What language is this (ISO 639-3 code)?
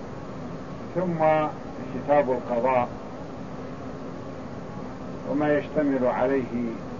ara